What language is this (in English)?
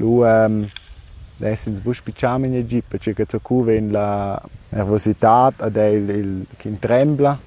Romansh